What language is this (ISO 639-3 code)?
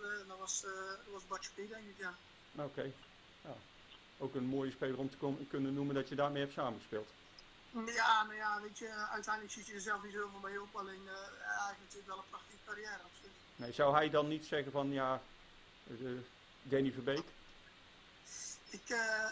nld